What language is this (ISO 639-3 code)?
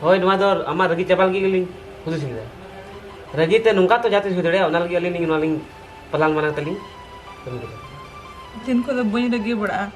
sat